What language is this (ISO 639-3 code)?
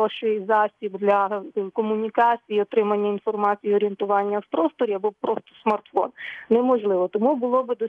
ukr